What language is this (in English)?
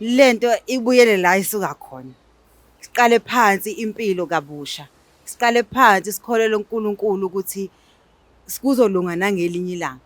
Zulu